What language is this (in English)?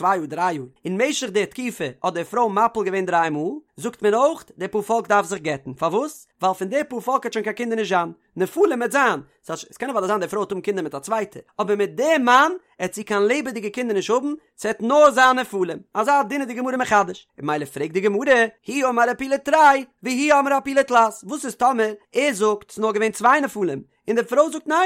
Yiddish